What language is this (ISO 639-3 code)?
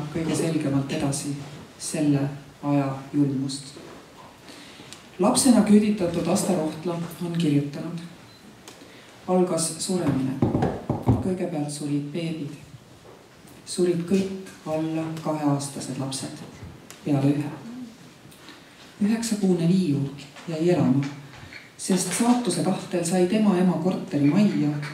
est